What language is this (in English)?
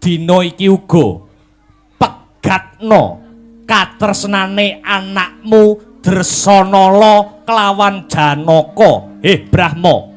Javanese